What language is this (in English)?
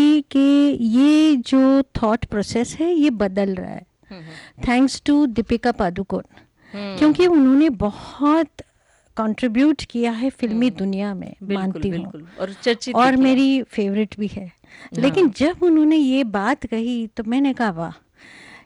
Hindi